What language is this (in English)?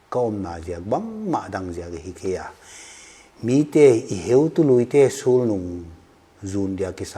Paite Chin